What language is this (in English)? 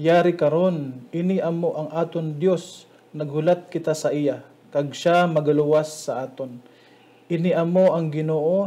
Hiligaynon